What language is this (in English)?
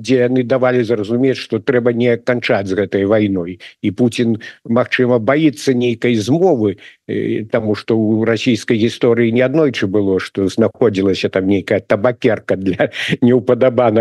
Belarusian